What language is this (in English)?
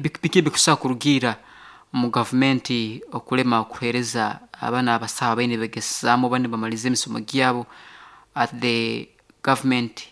Nyoro